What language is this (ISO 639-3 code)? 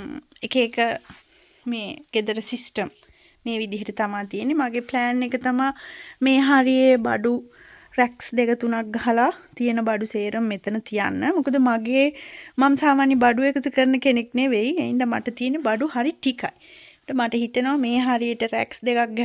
sin